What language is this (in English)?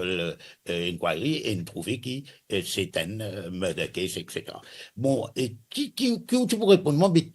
Morisyen